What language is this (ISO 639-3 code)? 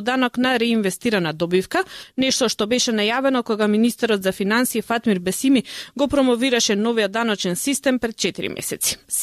mkd